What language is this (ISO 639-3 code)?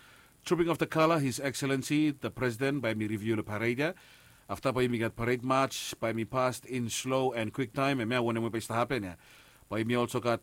bis